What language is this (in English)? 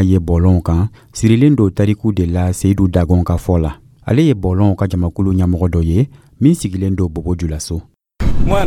Dyula